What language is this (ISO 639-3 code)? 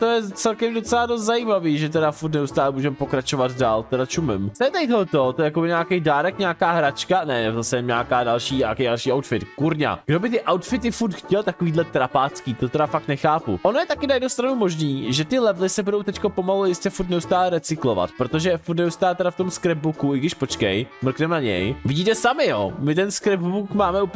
ces